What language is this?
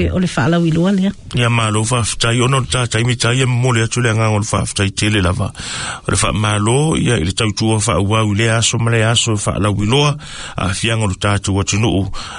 Samoan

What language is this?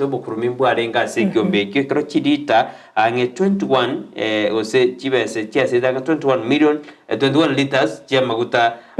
Gusii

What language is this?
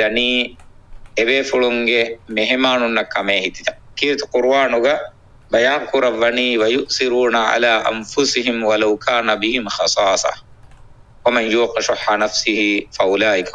Divehi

